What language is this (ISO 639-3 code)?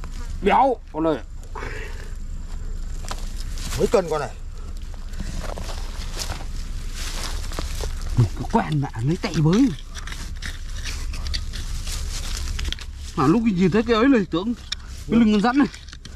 vie